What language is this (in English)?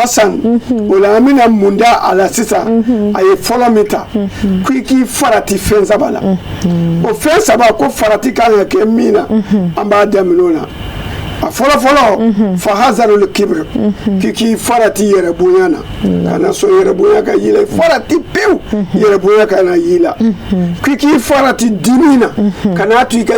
Bambara